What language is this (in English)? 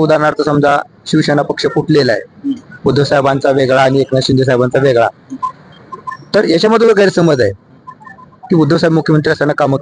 Marathi